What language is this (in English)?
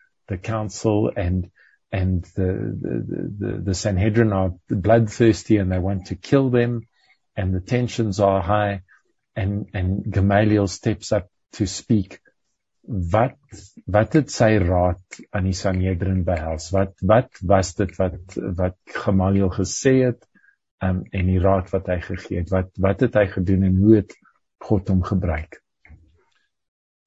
Afrikaans